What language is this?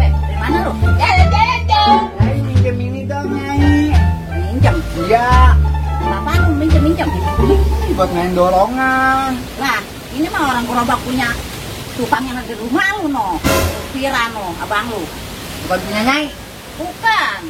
Betawi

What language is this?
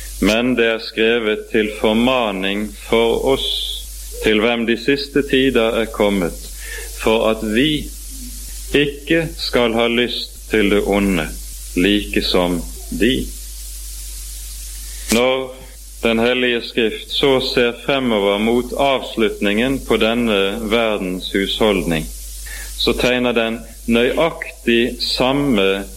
Norwegian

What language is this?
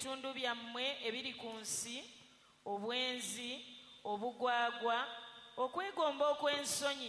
Ganda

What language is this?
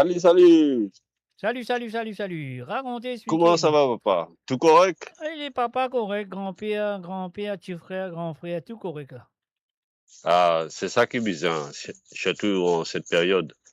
Morisyen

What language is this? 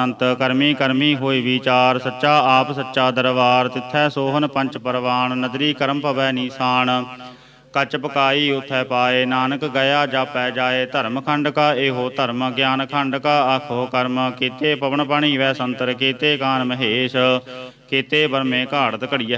Punjabi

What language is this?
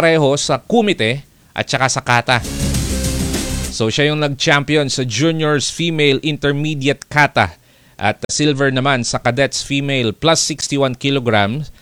Filipino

